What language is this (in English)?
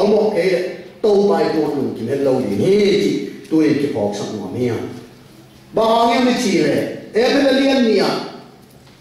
Tedim Chin